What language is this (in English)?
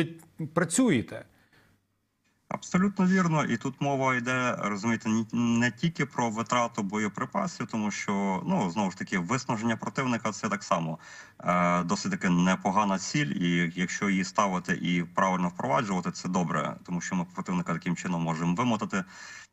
Ukrainian